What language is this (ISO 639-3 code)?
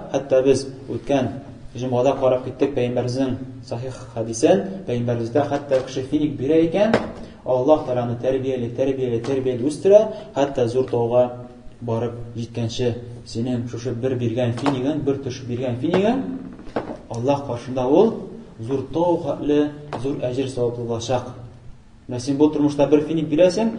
tat